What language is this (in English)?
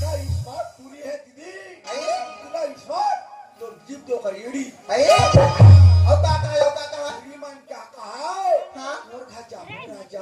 Chhattisgarhi